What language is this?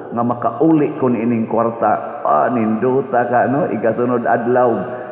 Cebuano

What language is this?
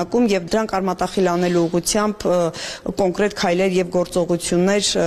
Armenian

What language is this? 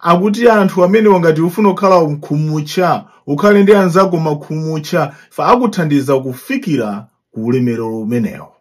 Nyanja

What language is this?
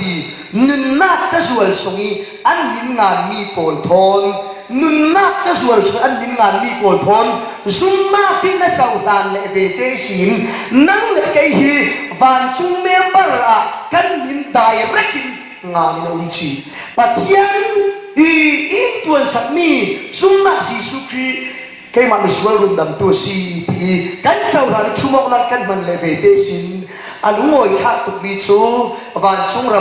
Falam Chin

